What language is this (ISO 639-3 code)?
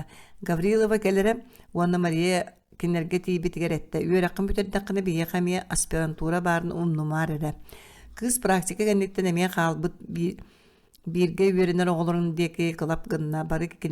sah